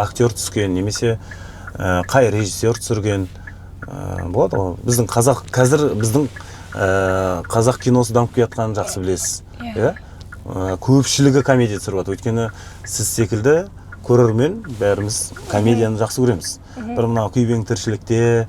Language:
Kazakh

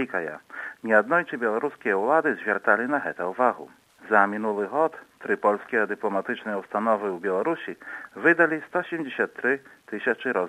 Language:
Belarusian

